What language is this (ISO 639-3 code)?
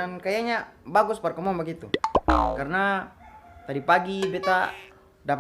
abs